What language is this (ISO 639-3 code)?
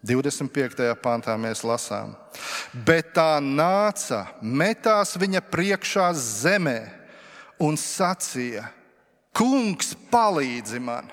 lav